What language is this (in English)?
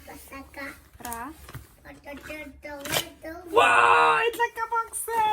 Tswana